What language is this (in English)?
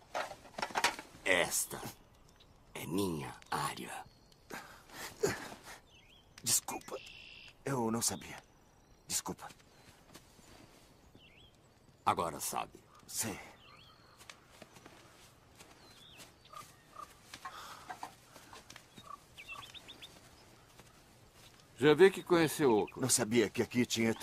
Portuguese